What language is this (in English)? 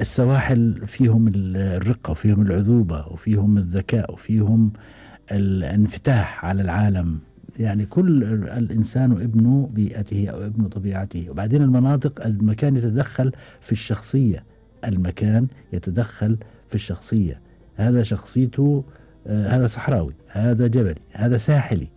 Gulf Arabic